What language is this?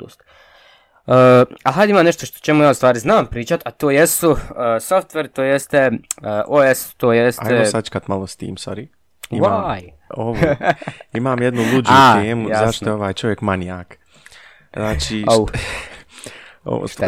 Bosnian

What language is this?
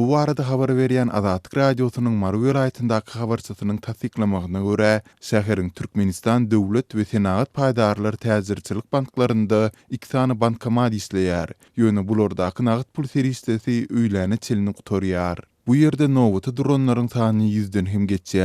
Turkmen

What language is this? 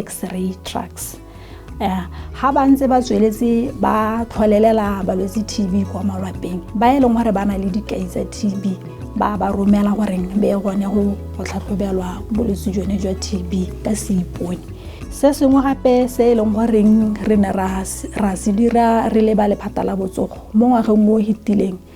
Tswana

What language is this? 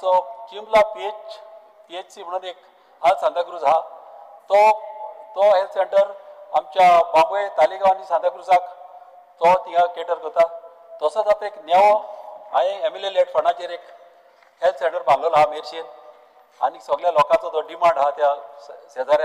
Konkani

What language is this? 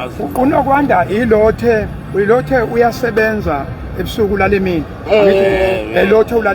Zulu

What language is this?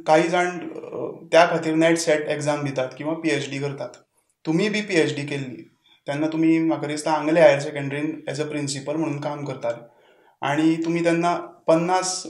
Konkani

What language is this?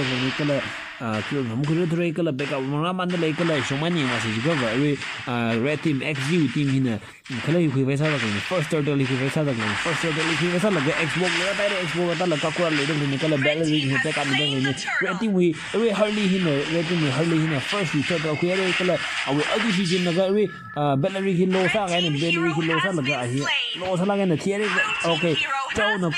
Tangkhul Naga (India)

